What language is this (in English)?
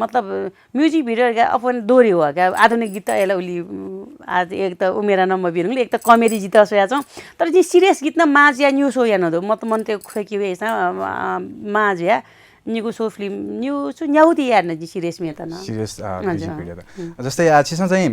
Newari